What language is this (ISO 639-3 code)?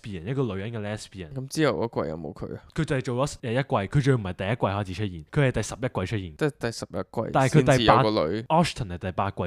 yue